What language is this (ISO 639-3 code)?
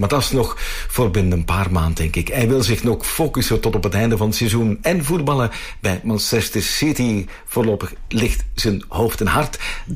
nld